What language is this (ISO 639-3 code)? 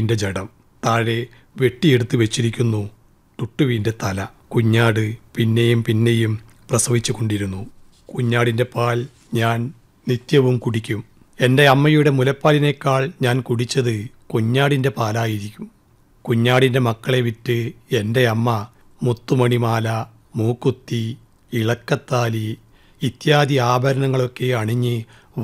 mal